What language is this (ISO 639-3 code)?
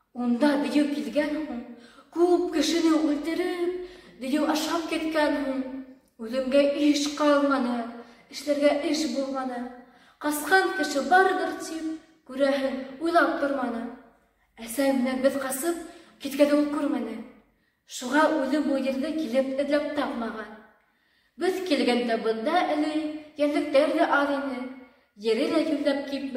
bak